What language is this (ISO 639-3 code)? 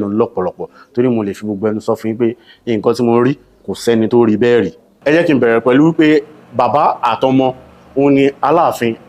yor